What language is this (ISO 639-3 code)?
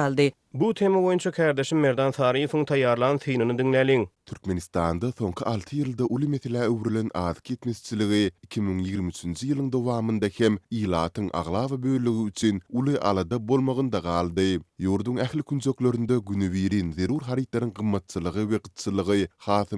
tuk